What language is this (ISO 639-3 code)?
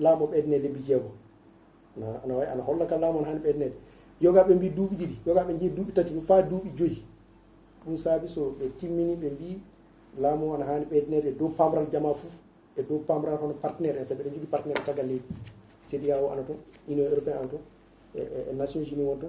ful